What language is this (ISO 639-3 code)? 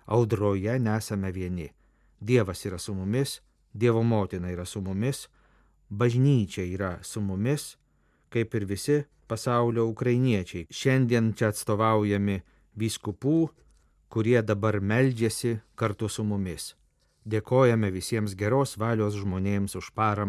lit